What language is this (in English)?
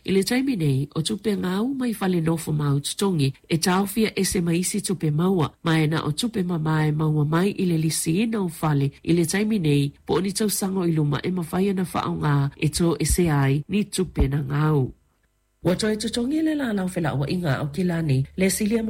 Samoan